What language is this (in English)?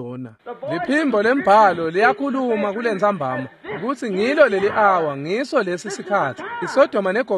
Swati